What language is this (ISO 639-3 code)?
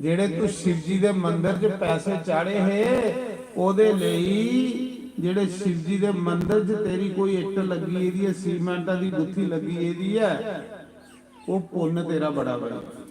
doi